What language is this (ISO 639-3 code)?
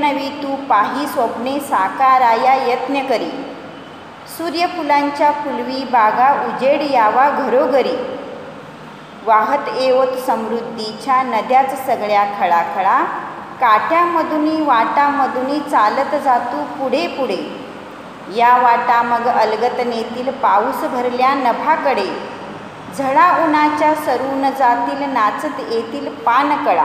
mar